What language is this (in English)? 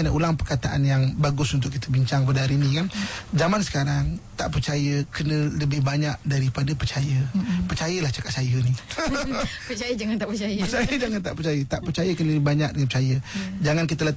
Malay